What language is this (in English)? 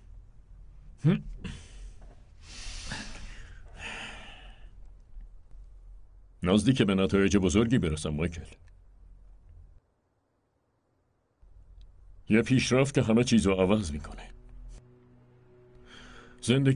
Persian